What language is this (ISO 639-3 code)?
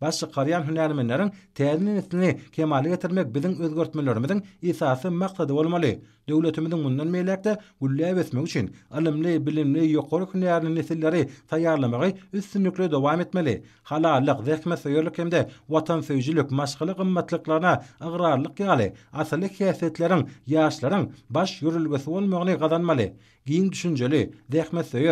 tuk